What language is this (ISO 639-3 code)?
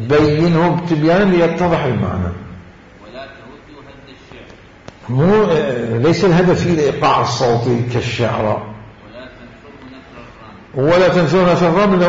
acm